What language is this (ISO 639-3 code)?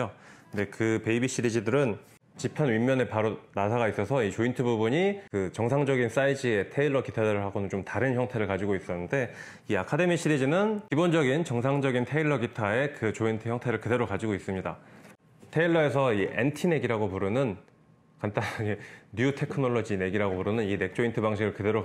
kor